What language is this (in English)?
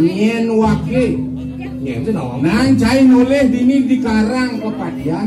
Balinese